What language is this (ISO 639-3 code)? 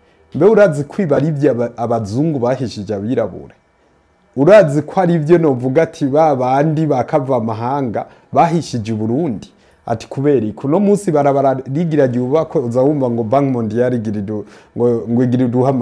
run